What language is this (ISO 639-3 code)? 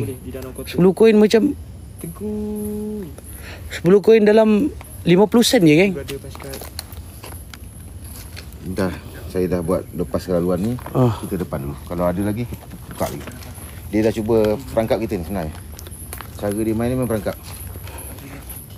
msa